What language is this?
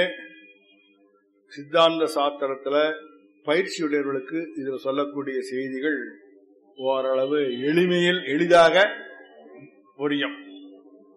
Tamil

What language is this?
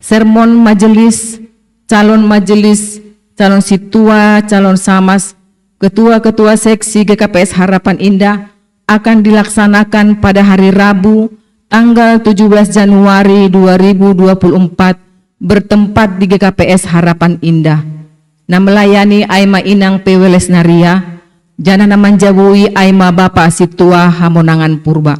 Batak Simalungun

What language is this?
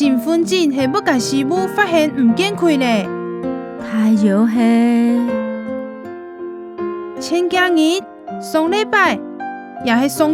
Hakka Chinese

